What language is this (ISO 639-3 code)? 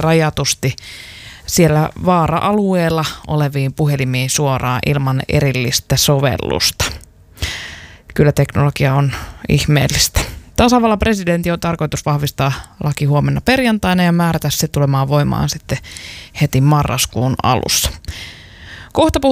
fin